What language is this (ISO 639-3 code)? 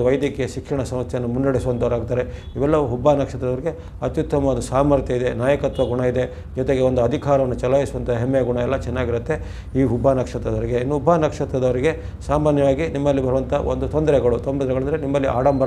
kan